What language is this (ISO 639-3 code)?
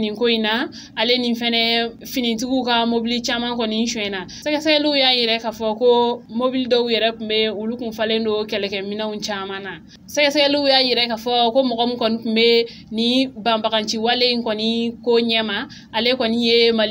bam